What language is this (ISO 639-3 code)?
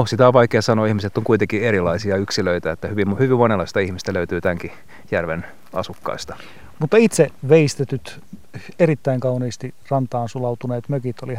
fin